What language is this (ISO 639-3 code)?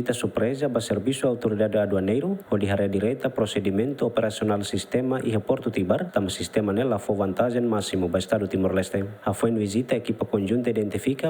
tet